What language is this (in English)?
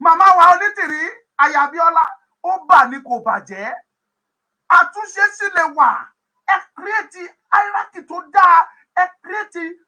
Yoruba